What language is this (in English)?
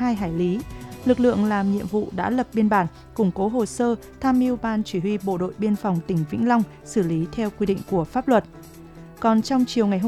Vietnamese